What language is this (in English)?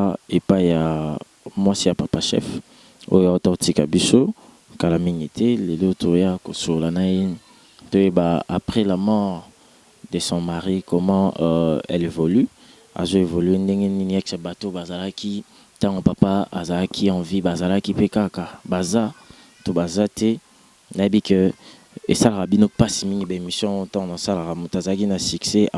Lingala